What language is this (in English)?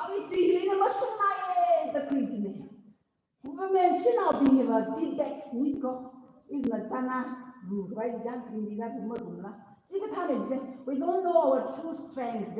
Tangkhul Naga (India)